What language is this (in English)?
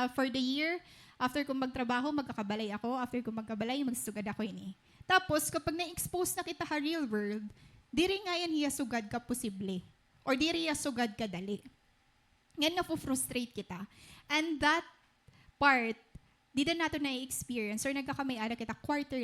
Waray